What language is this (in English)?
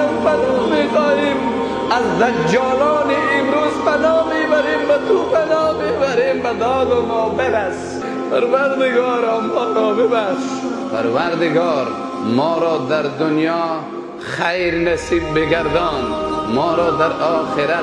Persian